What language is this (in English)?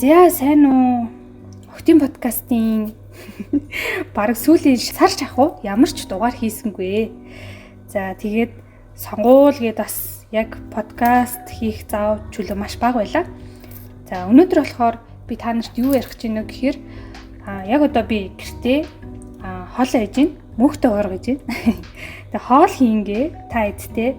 Mongolian